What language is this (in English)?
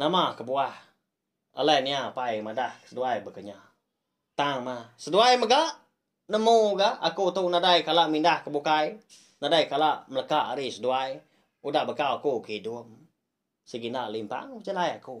Iban